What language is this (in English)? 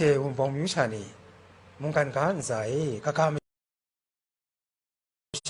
Kachin